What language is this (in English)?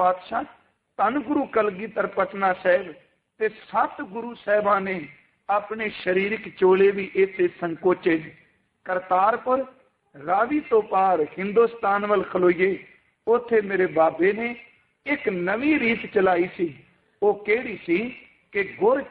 Punjabi